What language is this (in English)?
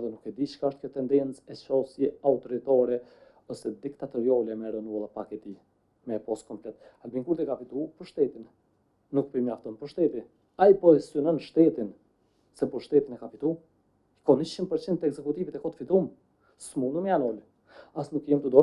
Albanian